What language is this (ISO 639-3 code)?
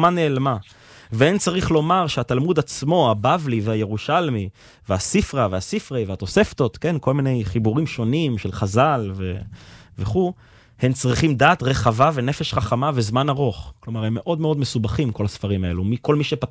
heb